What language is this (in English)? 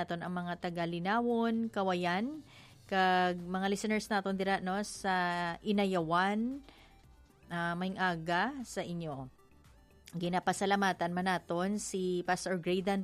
Hiligaynon